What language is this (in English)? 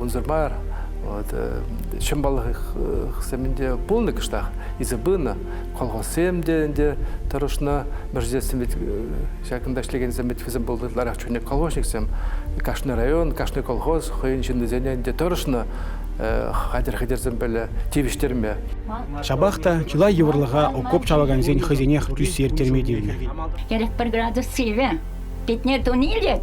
Chuvash